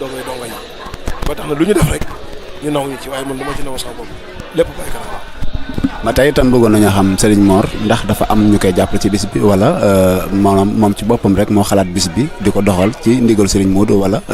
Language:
Wolof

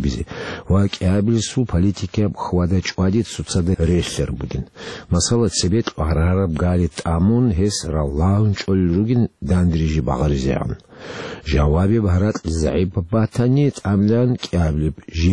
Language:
Avaric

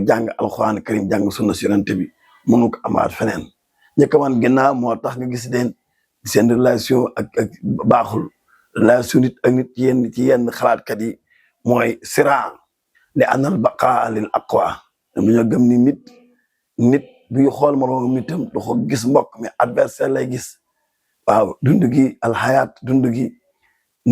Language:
Wolof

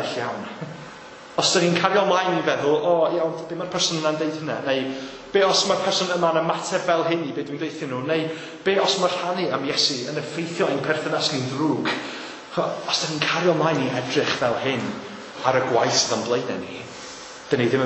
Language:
Welsh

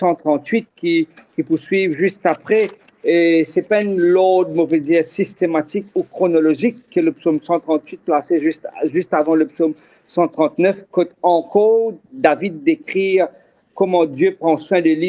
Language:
Morisyen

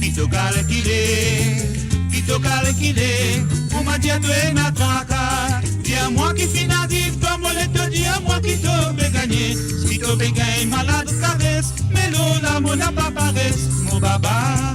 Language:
Morisyen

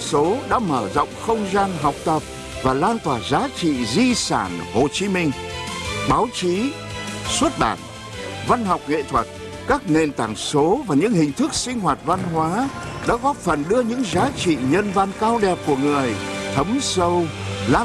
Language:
Vietnamese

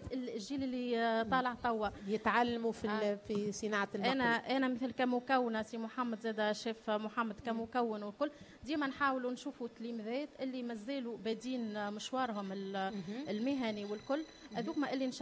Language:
Tunisian Arabic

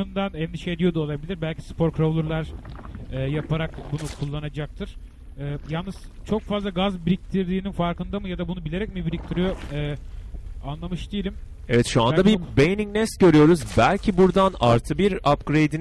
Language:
Turkish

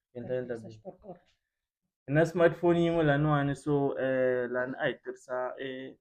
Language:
Tsonga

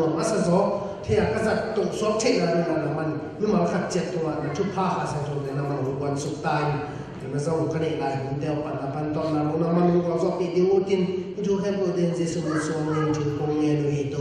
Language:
Tedim Chin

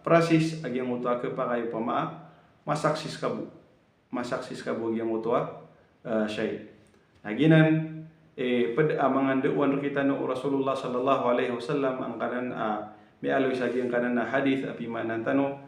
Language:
Maranao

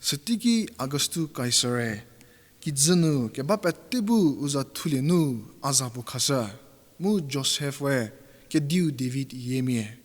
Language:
Angami Naga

